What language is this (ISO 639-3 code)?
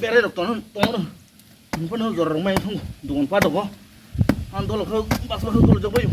trp